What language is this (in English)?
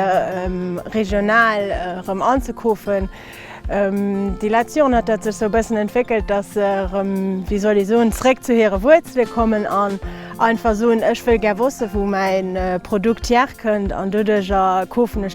Luxembourgish